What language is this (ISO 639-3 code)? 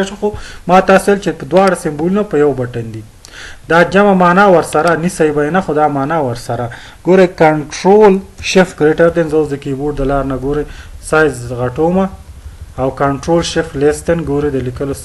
pus